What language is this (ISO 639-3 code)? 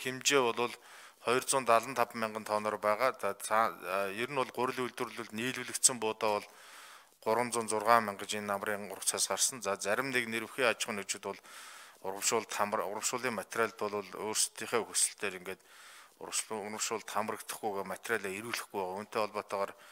mon